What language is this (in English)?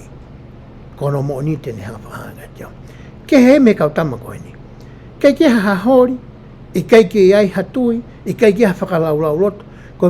Tongan